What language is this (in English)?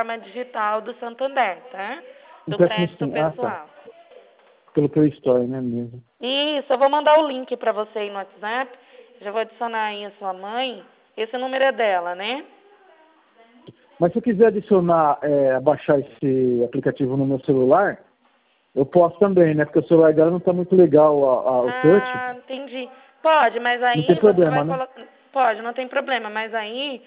Portuguese